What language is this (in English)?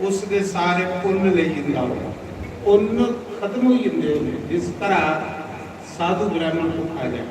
Dogri